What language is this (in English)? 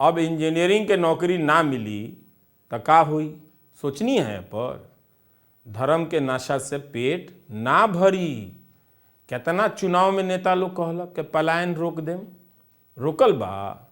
Bhojpuri